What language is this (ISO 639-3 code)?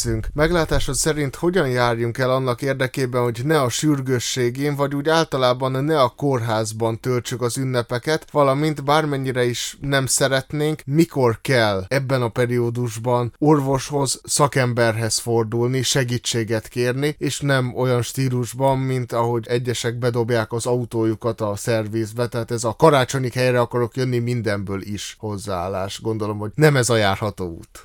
hun